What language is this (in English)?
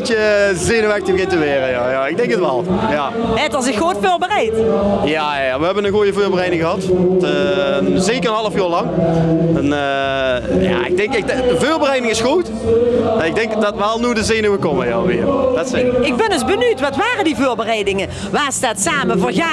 Limburgish